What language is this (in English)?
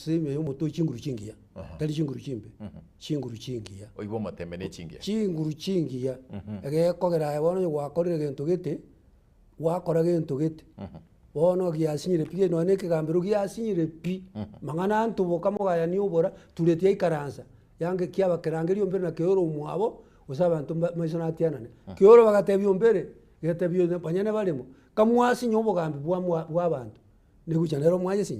Gusii